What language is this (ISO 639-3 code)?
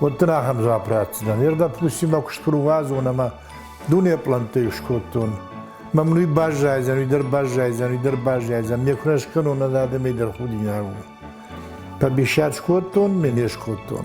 oss